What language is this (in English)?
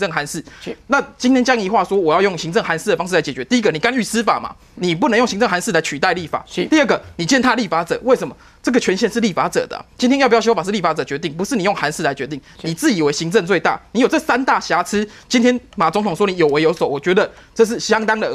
Chinese